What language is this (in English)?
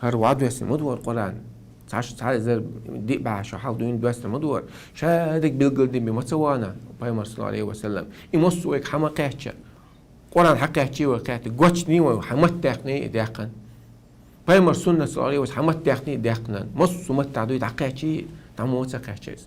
Chechen